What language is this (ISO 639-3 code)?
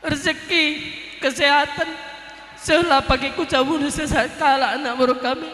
btx